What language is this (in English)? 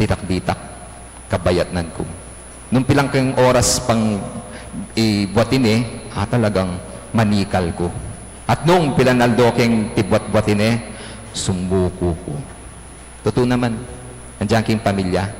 Pampanga